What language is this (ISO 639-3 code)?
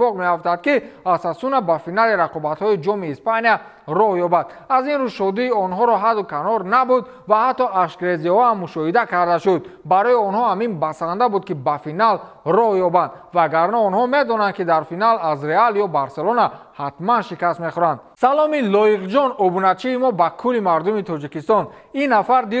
tgk